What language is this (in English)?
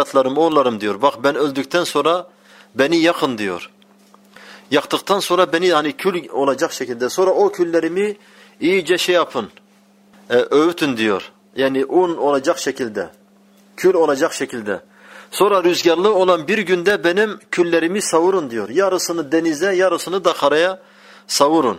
Turkish